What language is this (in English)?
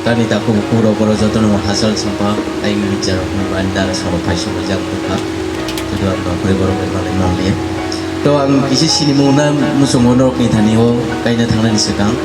Kok Borok